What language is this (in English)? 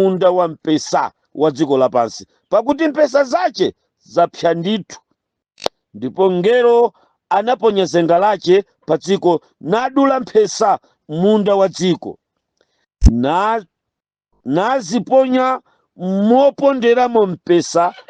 Nyanja